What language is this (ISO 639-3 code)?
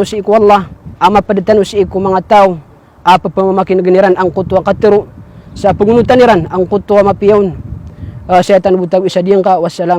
mrw